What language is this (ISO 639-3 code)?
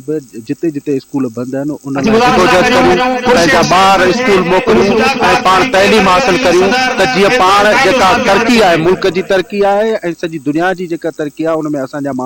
snd